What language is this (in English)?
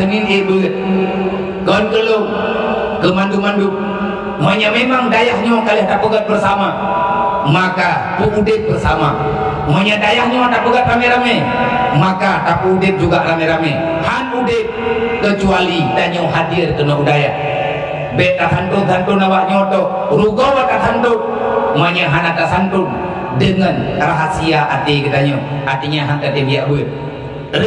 Achinese